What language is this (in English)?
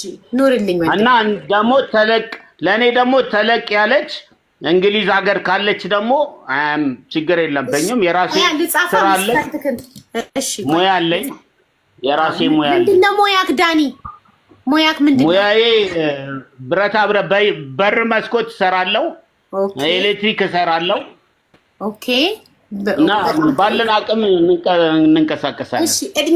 Amharic